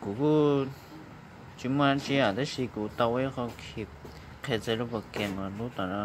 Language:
Hmong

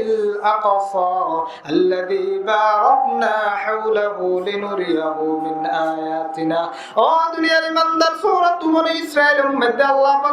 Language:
Rohingya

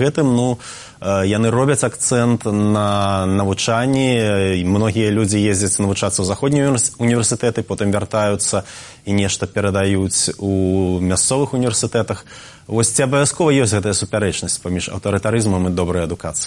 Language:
Belarusian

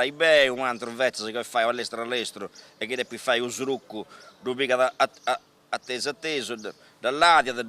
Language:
Sardinian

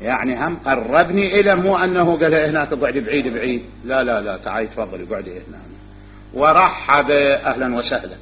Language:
Mesopotamian Arabic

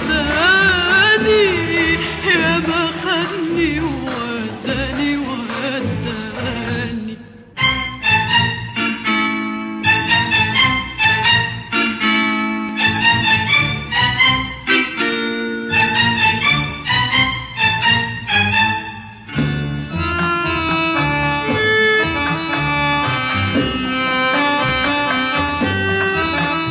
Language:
Egyptian Arabic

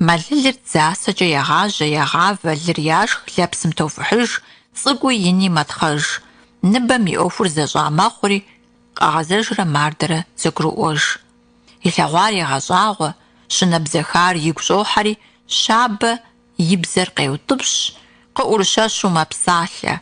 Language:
Kabardian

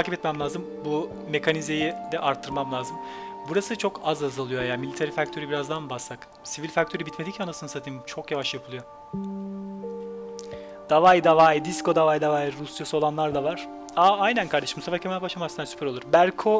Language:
Turkish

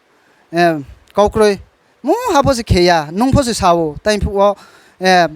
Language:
Riang (India)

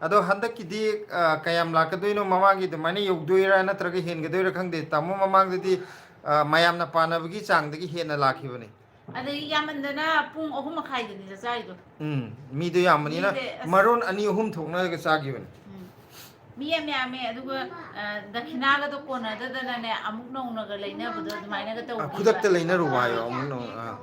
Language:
Manipuri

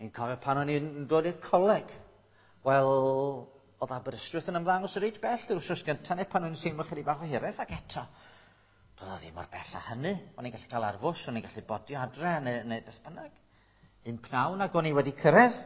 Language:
Welsh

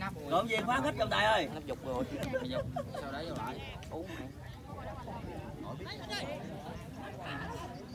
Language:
Vietnamese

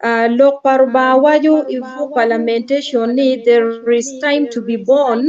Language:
Acoli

